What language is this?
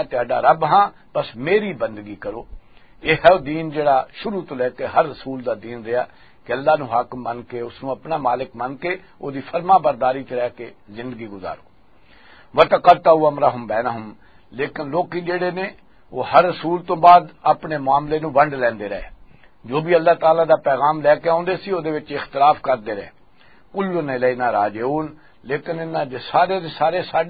Western Panjabi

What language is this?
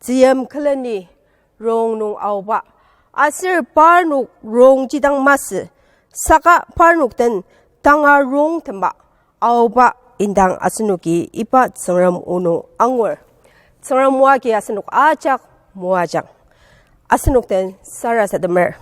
Ao Naga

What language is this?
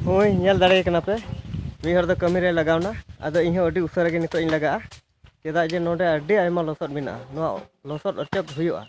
Santali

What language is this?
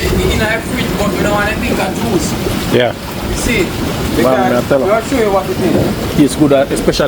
Jamaican Creole English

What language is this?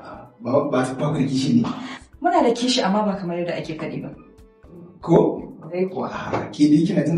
Hausa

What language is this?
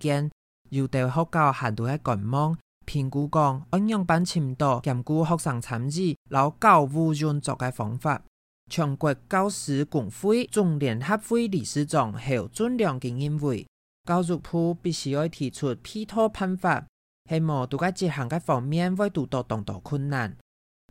Hakka Chinese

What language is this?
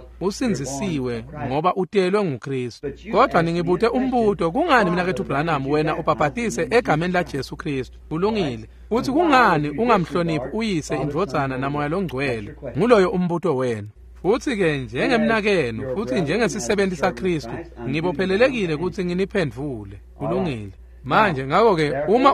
Swati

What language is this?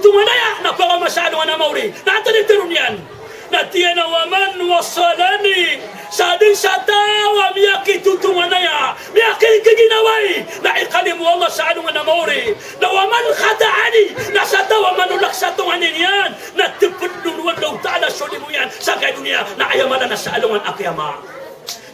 Maranao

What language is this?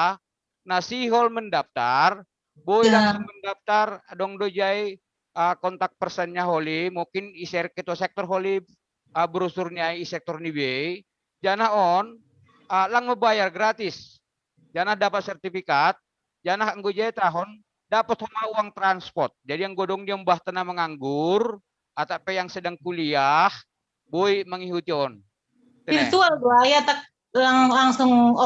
Batak Simalungun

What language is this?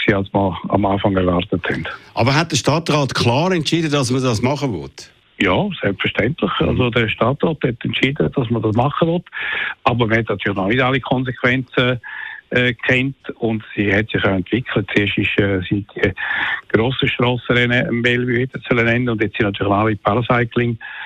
German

